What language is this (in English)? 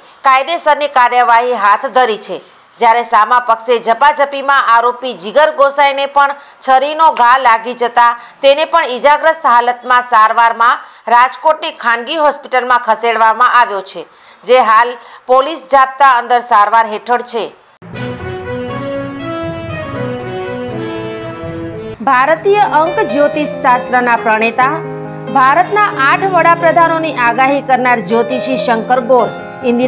Gujarati